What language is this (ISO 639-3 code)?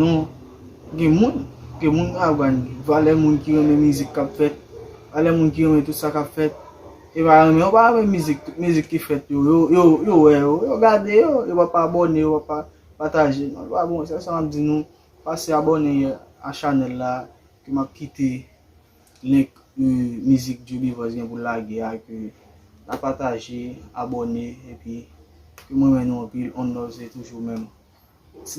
hat